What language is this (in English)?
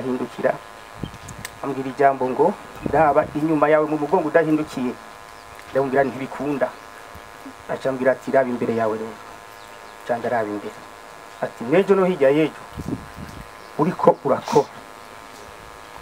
Rundi